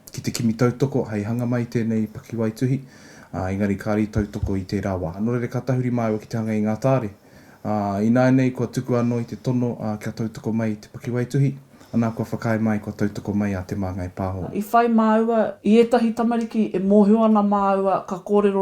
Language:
Māori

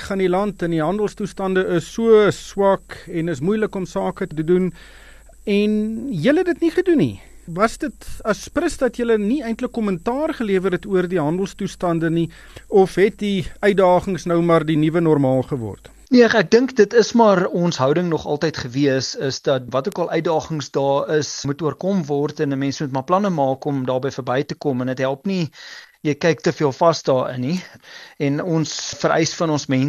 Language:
Afrikaans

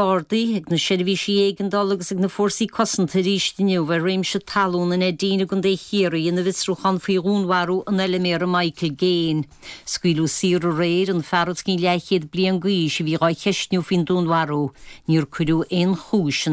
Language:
Irish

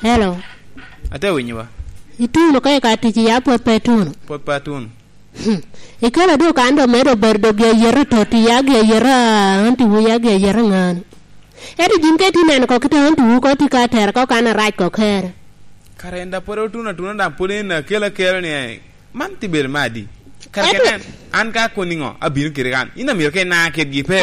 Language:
Lango (Uganda)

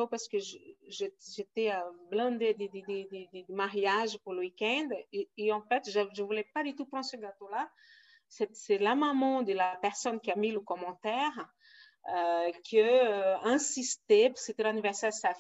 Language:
French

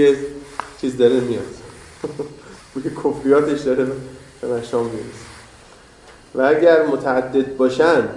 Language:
Persian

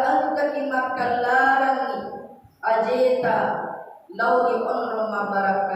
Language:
Buginese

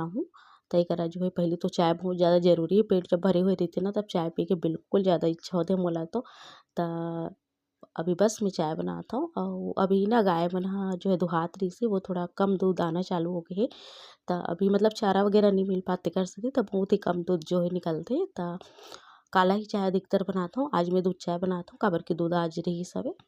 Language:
Chhattisgarhi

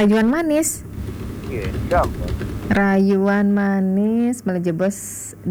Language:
Balinese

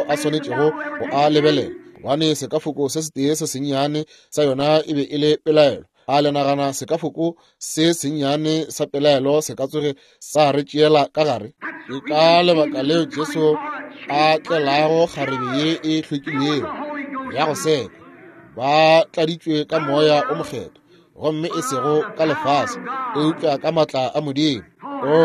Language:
Northern Sotho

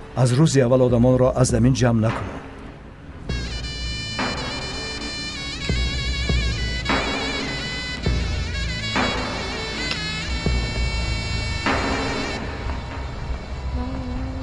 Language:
Persian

